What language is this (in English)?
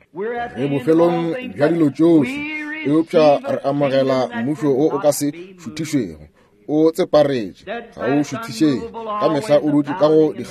Northern Sotho